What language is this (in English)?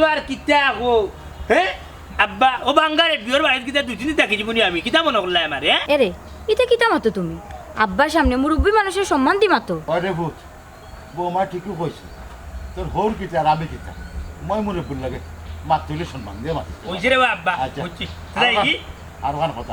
Sylheti